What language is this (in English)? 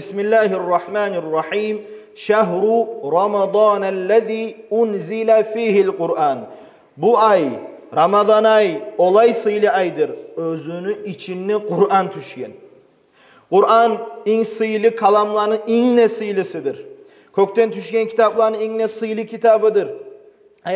Kumyk